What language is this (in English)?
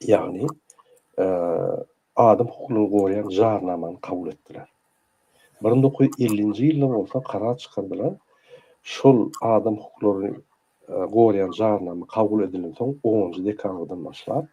Turkmen